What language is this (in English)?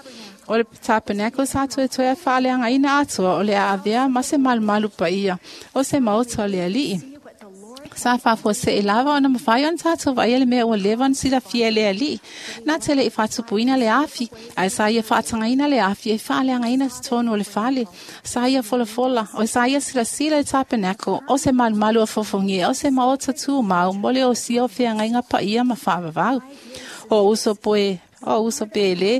Samoan